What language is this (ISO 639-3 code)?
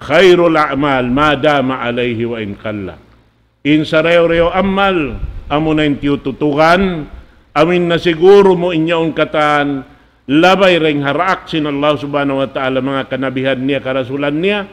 tsg